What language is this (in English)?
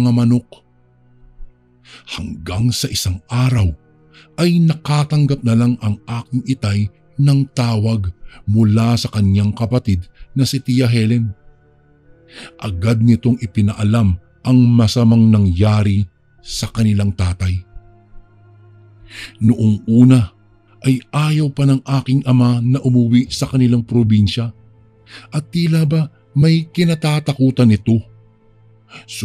Filipino